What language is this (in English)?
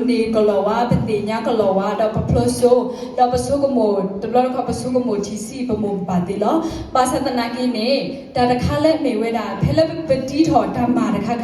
S'gaw Karen